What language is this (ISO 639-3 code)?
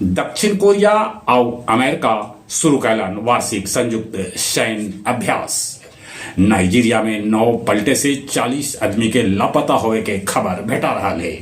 mag